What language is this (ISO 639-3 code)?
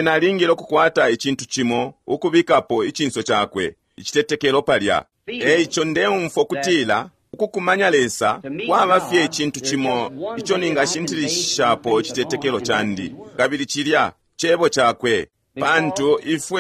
bem